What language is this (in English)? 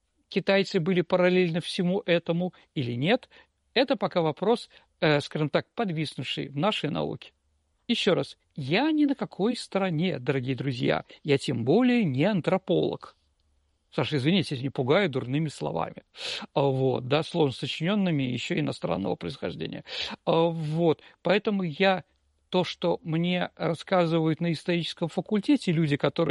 Russian